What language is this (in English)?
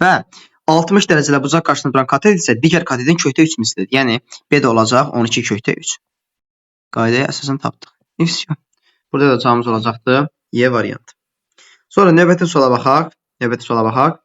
Azerbaijani